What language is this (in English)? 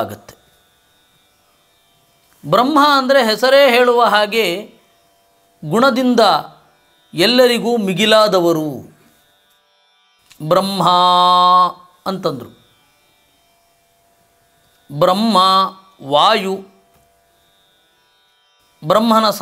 Kannada